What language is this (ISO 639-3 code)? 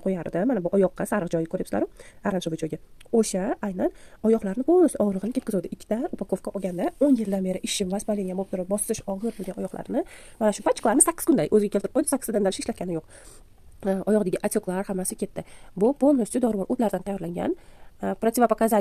uzb